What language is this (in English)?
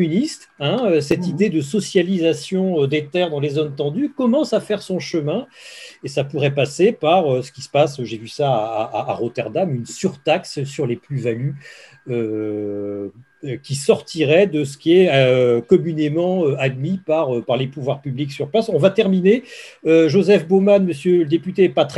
French